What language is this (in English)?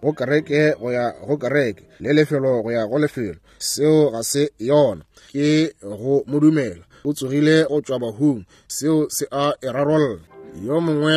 Northern Sotho